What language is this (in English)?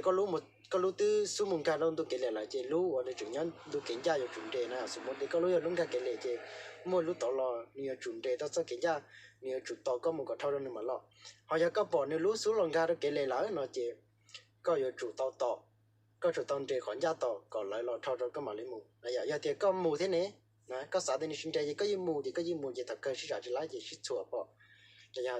Hmong